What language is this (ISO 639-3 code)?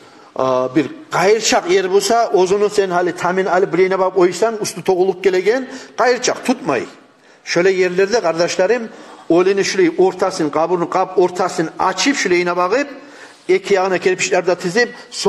kum